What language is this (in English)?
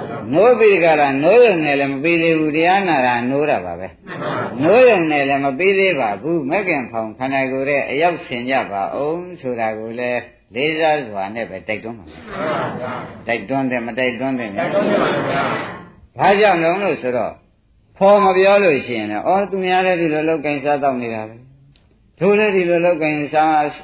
Burmese